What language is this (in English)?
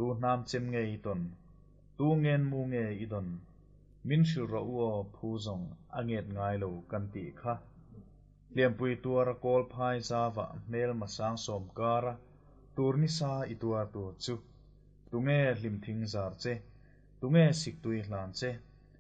Mizo